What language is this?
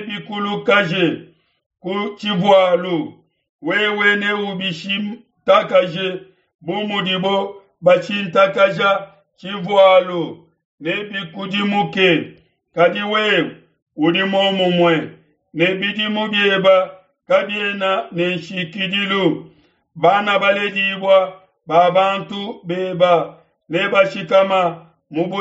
Luba-Lulua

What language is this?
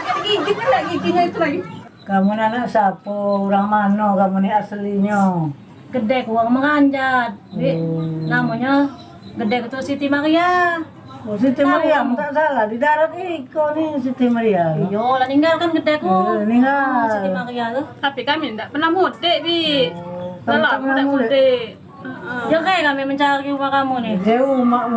Musi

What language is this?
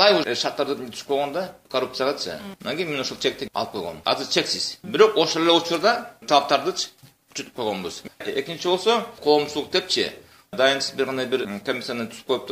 Kyrgyz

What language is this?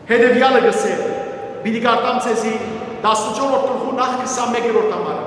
Western Armenian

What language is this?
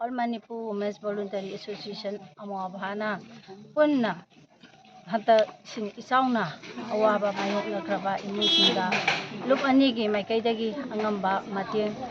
Manipuri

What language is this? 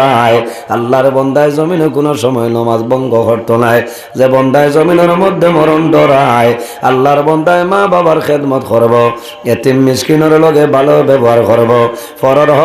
Sylheti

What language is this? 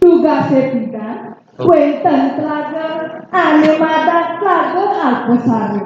Balinese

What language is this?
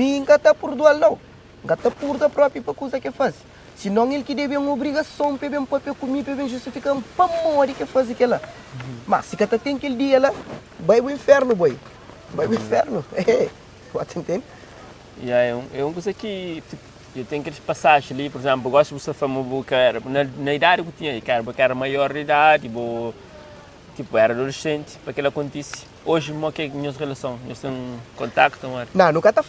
Kabuverdianu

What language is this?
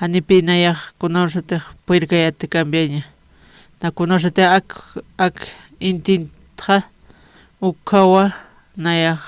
Aymara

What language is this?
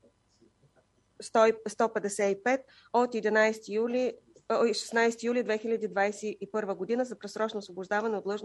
Bulgarian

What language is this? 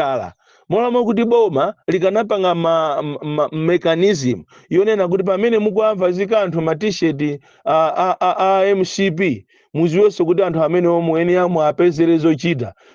Nyanja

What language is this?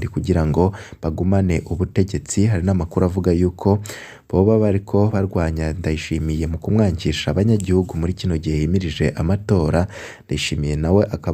Rundi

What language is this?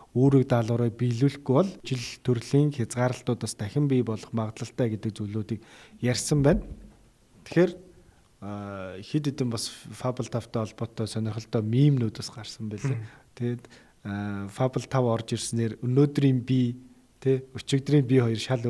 Mongolian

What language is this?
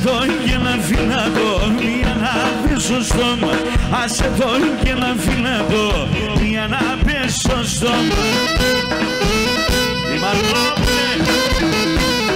Greek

